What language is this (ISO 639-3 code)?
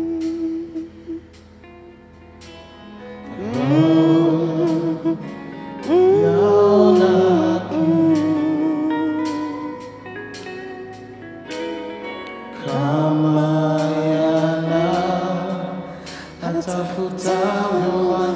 swa